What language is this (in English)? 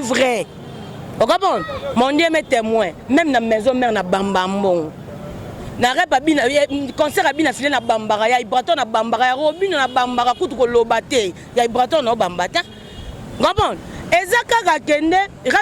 Lingala